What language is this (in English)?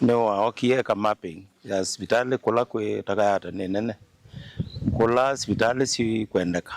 Kamba